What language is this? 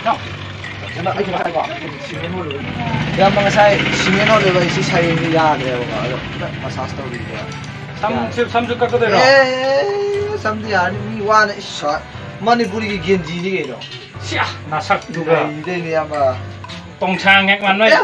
Manipuri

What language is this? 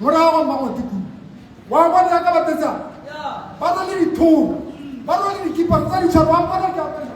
Tswana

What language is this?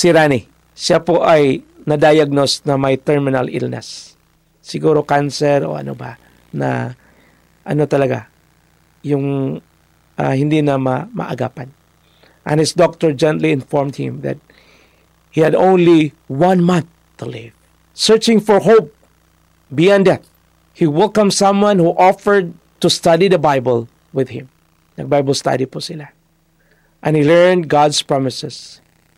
Filipino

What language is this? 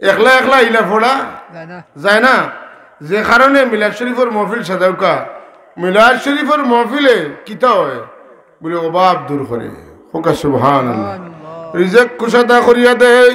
Sylheti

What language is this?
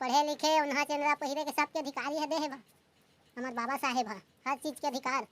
Chhattisgarhi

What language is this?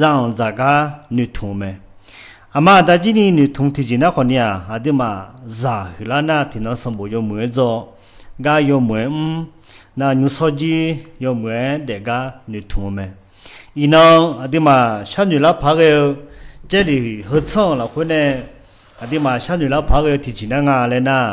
Akha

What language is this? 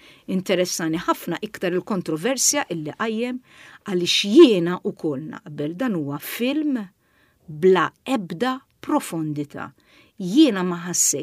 Maltese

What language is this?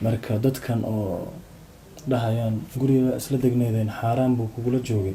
Somali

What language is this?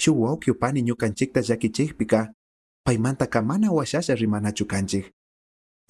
Chimborazo Highland Quichua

